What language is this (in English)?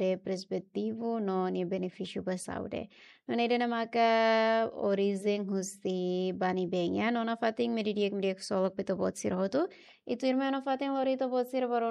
Tetum